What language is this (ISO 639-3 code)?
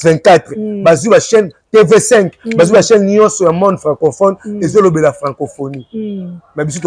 lin